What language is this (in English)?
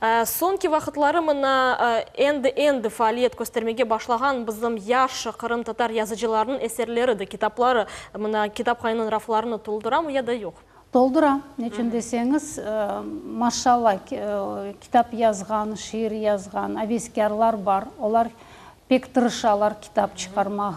Crimean Tatar